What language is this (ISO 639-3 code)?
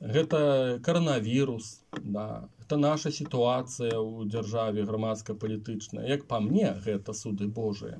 bel